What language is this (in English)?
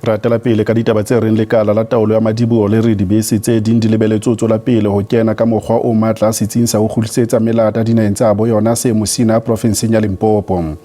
Southern Sotho